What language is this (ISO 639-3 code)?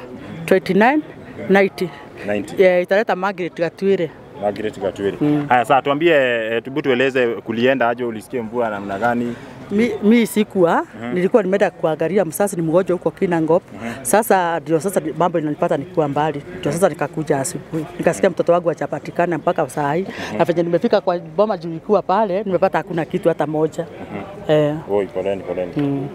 kik